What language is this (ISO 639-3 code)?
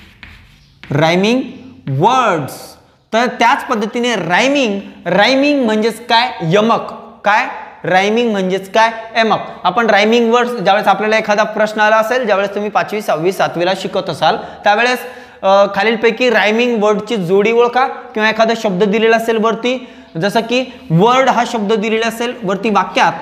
mar